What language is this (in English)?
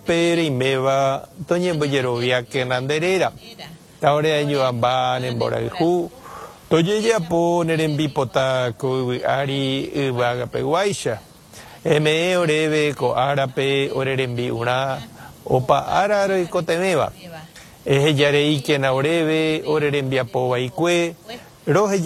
Guarani